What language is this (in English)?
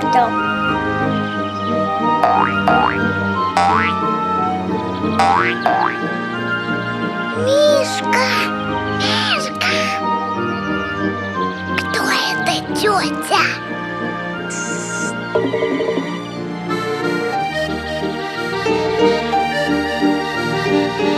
Russian